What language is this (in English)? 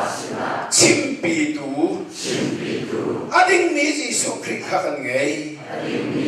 Hakha Chin